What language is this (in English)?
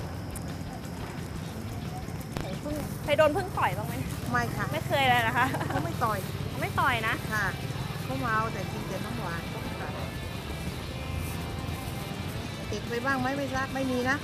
Thai